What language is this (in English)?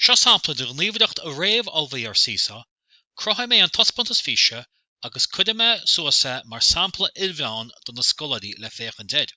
Irish